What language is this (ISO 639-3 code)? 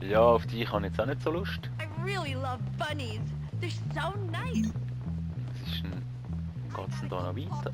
gsw